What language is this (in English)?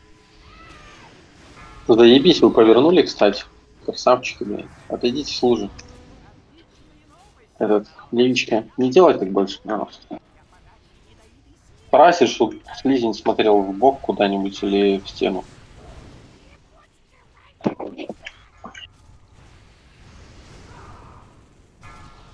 Russian